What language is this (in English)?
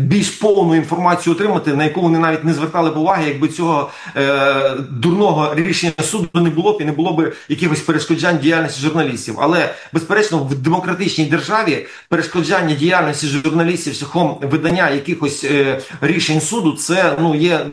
Ukrainian